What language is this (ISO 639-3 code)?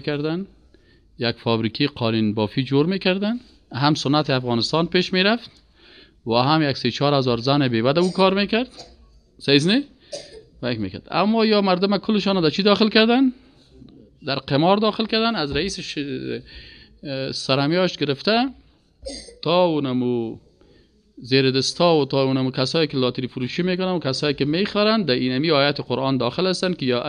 fas